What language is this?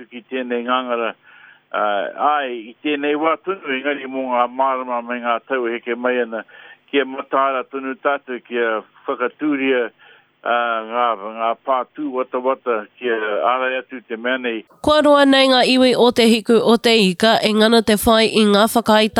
Māori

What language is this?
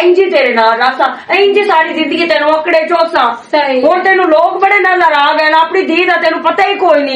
Western Panjabi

